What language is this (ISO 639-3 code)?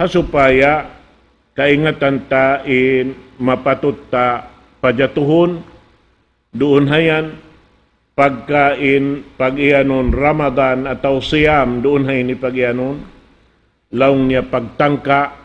tsg